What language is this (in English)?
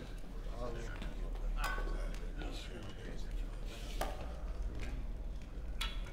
Turkish